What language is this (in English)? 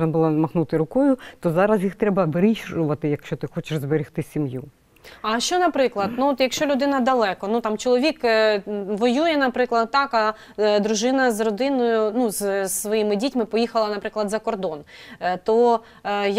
Ukrainian